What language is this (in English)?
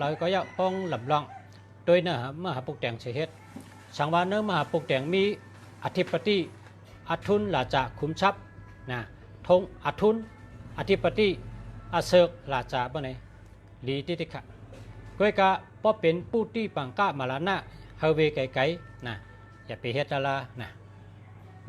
Shan